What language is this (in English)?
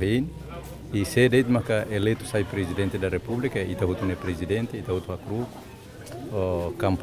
Tetum